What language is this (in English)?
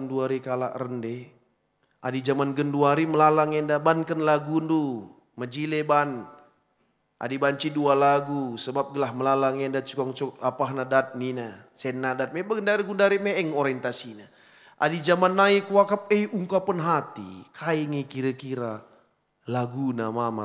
Batak Karo